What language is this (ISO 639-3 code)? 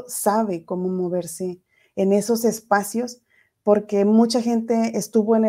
spa